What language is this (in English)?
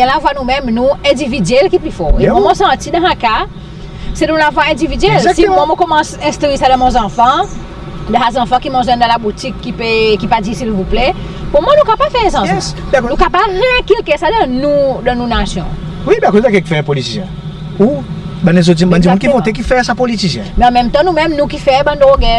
Seselwa Creole French